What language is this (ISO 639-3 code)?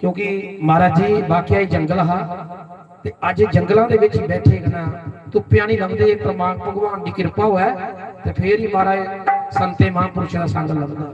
doi